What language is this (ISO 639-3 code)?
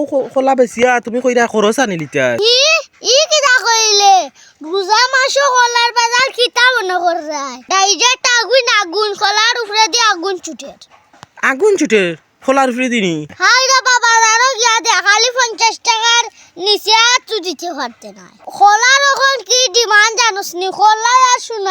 syl